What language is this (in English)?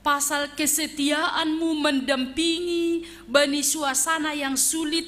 Batak Simalungun